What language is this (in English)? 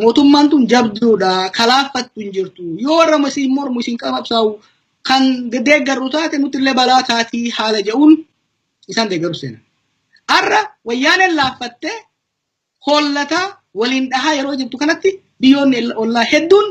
Oromo